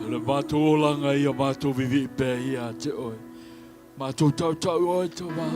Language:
Samoan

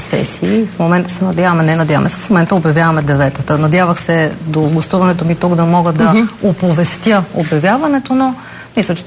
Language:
Bulgarian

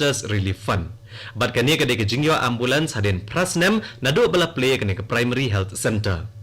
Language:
Khasi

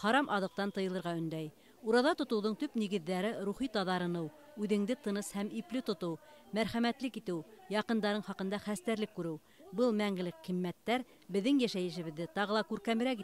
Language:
Bashkir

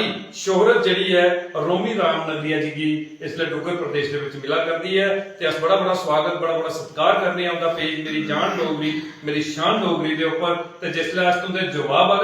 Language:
Dogri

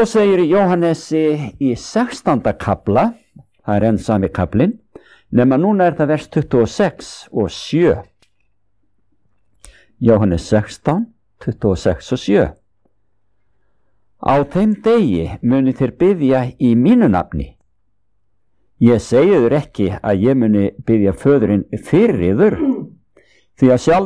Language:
Icelandic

